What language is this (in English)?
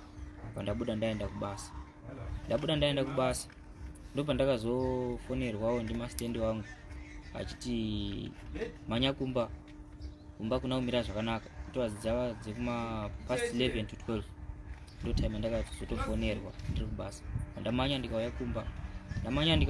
Shona